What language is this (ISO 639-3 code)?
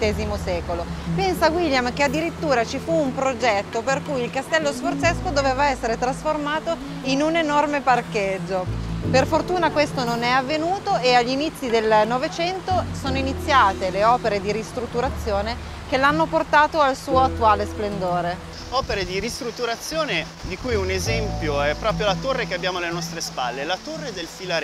ita